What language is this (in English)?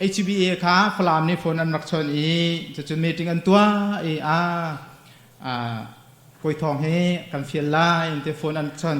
Hakha Chin